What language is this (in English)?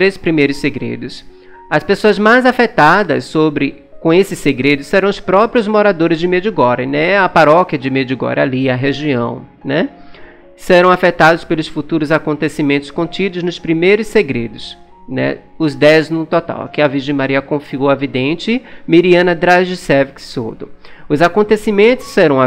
Portuguese